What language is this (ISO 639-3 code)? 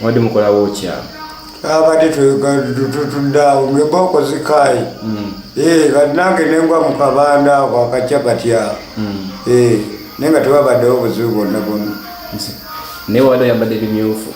lug